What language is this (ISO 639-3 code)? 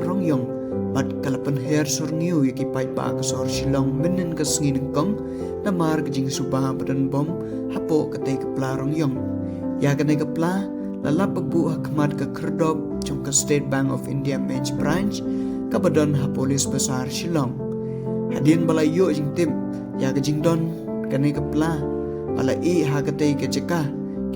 kha